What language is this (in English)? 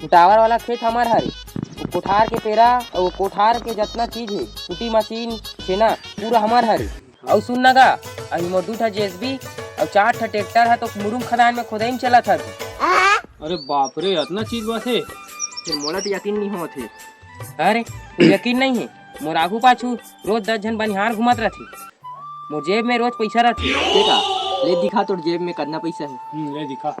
Chhattisgarhi